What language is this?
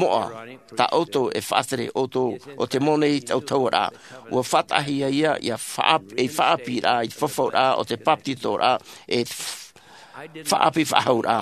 Tahitian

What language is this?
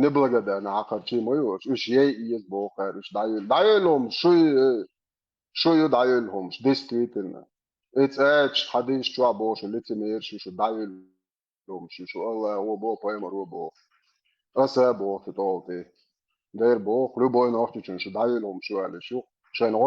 Chechen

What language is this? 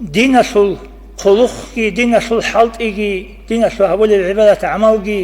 Avaric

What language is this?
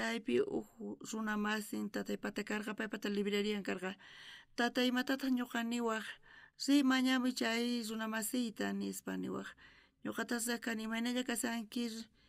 South Bolivian Quechua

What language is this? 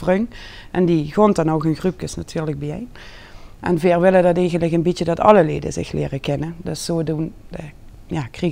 Limburgish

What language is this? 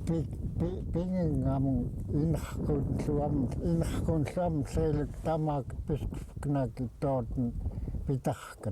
Central Yupik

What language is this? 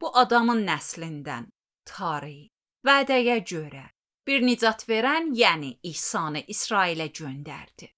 Azerbaijani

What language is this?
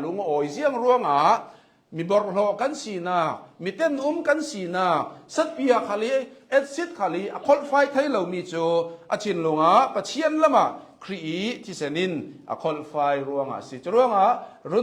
Hakha Chin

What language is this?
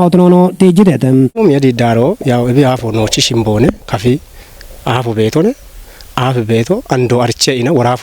Kafa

